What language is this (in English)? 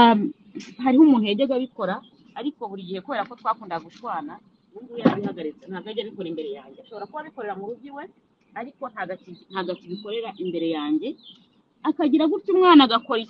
Kinyarwanda